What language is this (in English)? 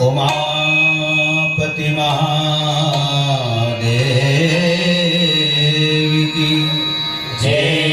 Chhattisgarhi